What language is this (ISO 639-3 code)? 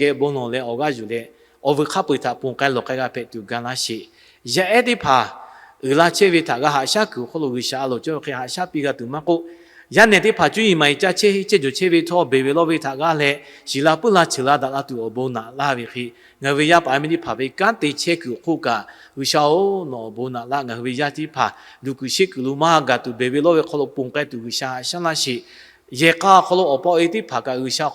lhu